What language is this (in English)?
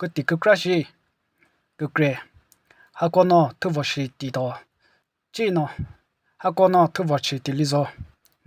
Chokri Naga